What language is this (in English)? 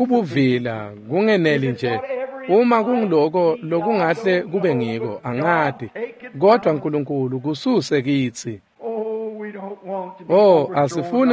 Swati